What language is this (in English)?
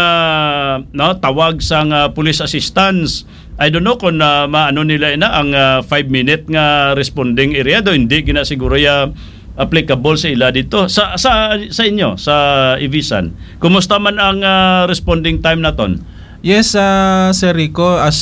Hiligaynon